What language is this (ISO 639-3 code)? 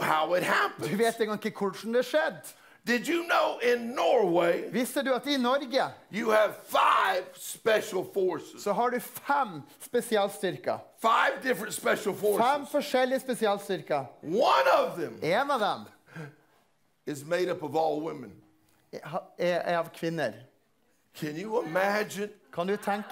nor